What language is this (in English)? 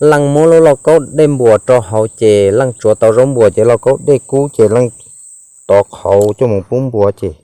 Hmong